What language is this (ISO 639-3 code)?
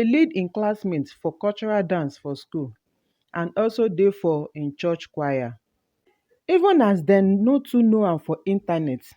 pcm